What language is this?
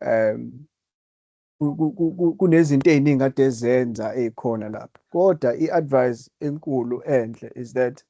Zulu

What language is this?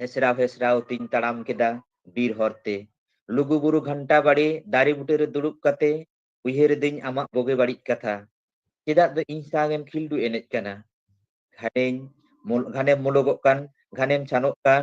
Santali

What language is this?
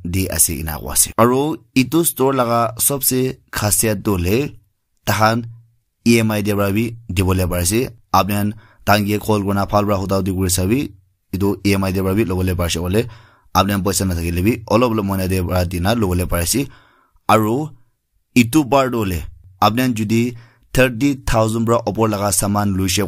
Naga Pidgin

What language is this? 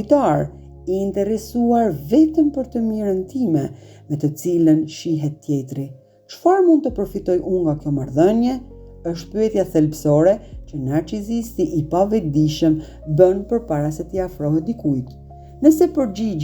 Albanian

